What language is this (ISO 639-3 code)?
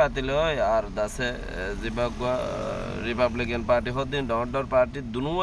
rhg